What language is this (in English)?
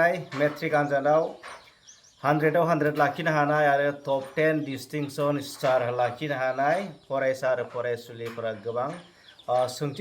Bodo